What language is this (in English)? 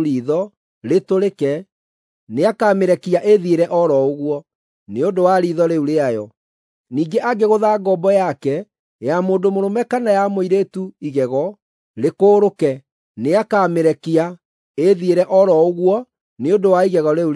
Kikuyu